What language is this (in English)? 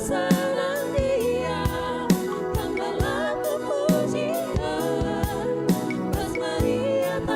Batak Karo